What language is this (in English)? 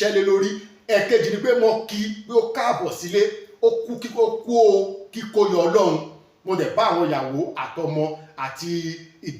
Yoruba